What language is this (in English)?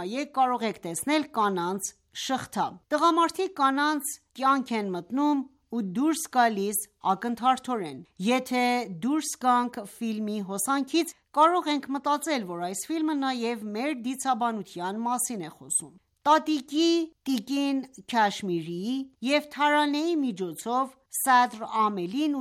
Armenian